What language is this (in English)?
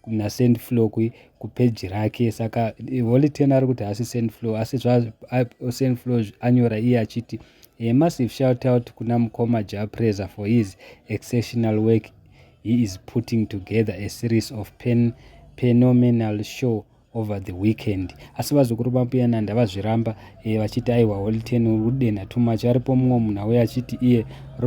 Shona